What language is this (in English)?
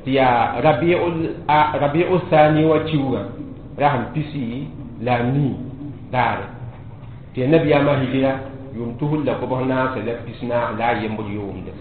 Mossi